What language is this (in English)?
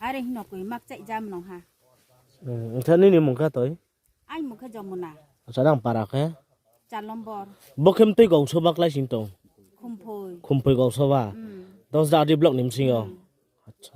Riang (India)